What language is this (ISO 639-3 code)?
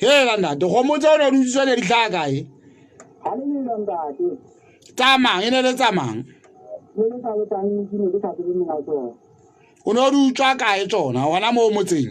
sot